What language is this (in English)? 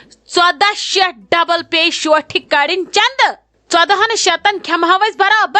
Kashmiri